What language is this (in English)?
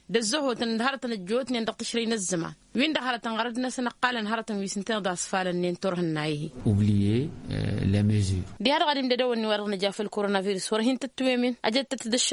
Tamasheq